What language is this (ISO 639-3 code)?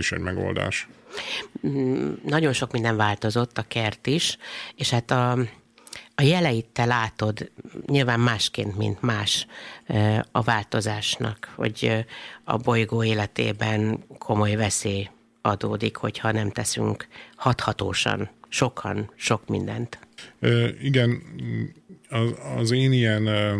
hun